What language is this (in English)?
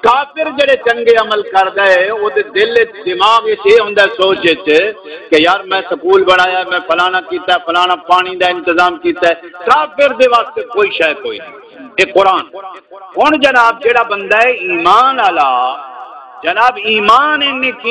Saraiki